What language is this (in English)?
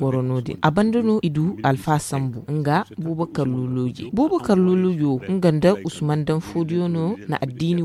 Zarma